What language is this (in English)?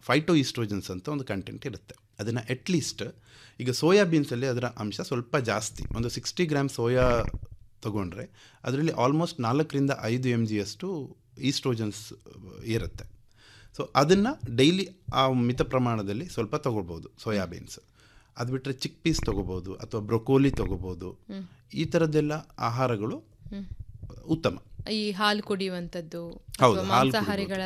Kannada